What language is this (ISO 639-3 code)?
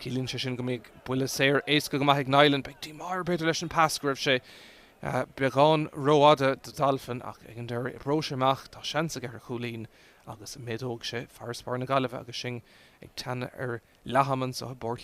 gle